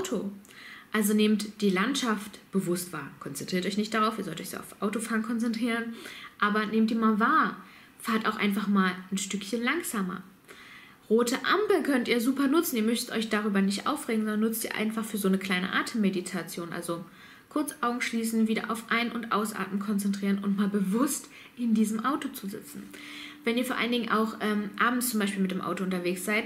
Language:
German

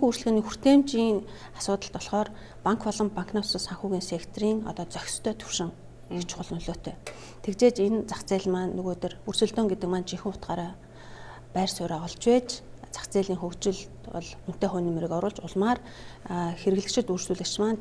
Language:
Mongolian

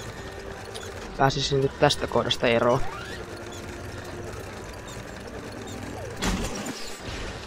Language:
Finnish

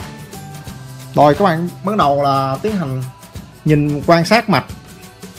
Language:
Vietnamese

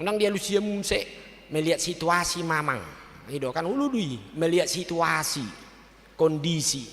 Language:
Batak Toba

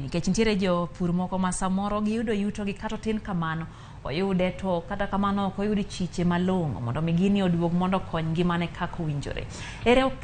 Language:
Luo (Kenya and Tanzania)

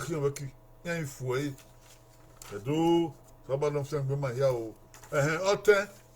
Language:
Bini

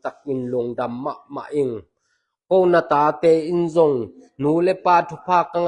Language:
Tedim Chin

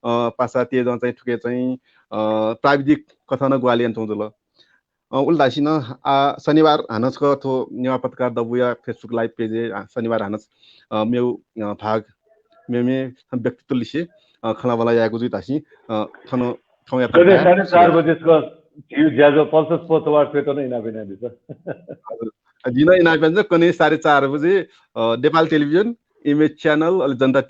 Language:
Newari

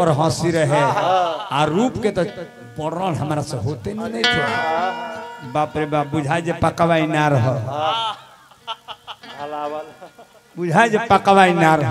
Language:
Bhojpuri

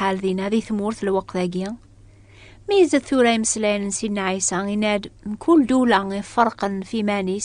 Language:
Kabyle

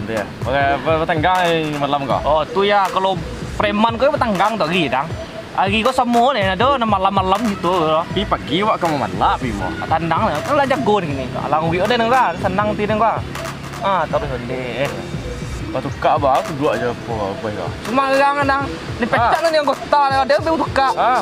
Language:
Minangkabau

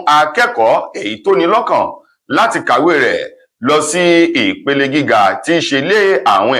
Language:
Yoruba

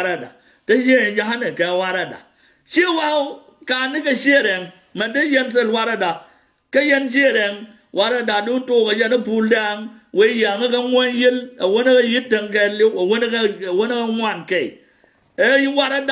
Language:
Nuer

